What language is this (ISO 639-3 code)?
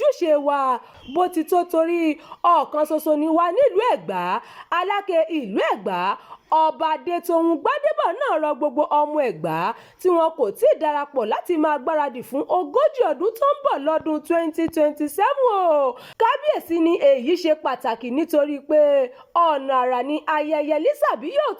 yor